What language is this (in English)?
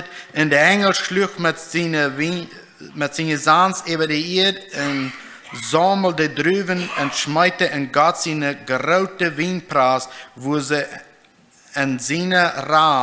Plautdietsch